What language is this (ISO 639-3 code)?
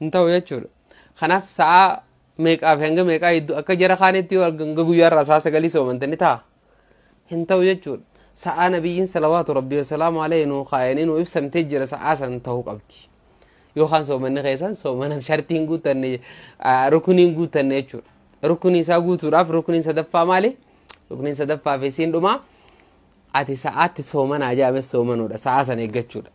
orm